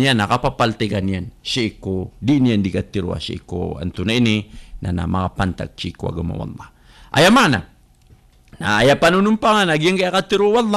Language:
Maranao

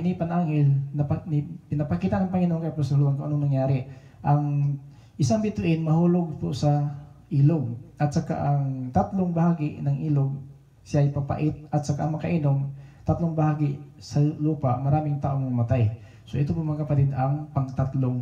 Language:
Filipino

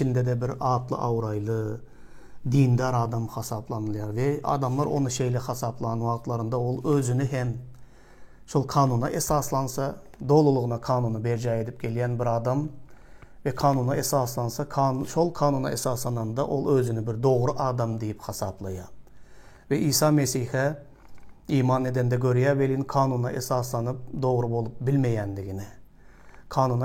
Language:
Turkmen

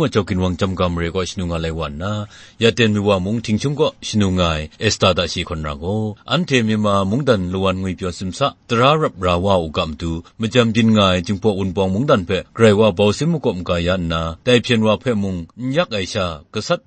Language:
Kachin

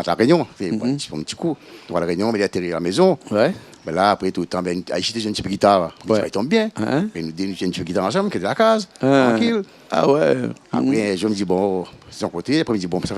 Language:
Réunion Creole French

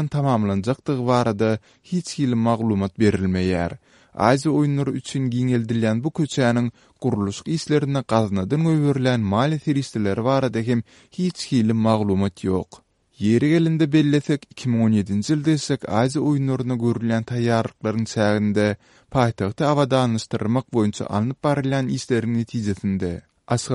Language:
Turkmen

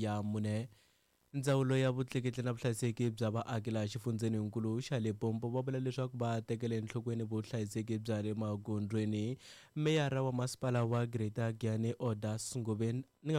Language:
Tsonga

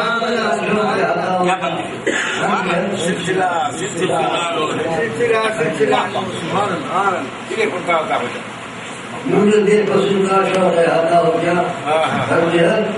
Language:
Urdu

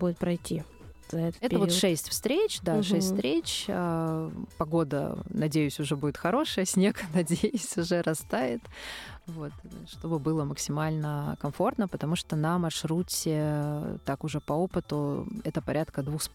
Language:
Russian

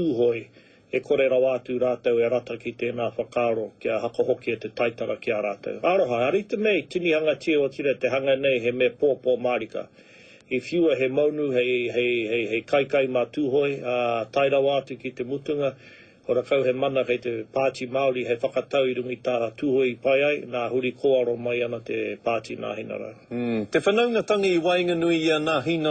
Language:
Māori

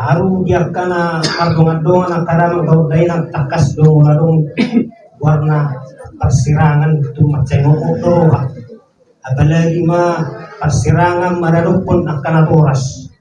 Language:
Batak Toba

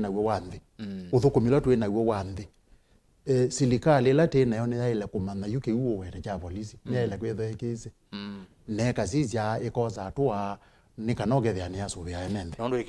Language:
Kamba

